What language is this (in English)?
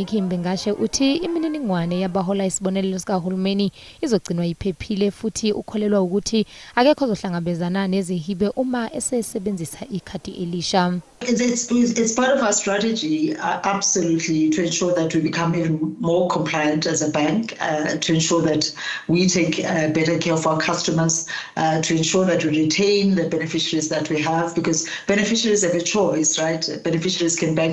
Zulu